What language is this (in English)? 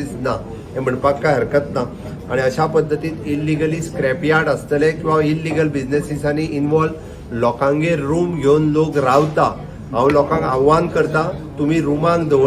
Konkani